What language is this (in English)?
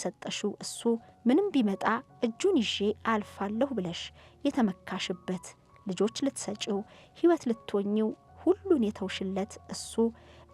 Amharic